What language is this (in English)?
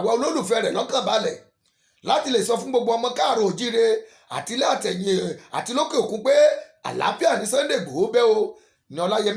Yoruba